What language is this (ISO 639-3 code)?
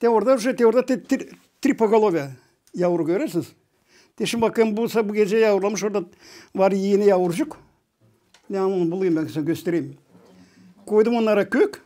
gag